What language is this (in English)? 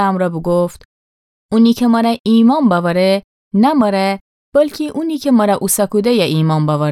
Gilaki